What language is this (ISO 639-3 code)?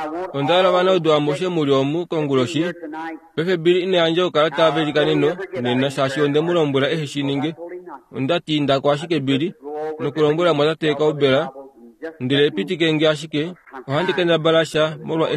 kua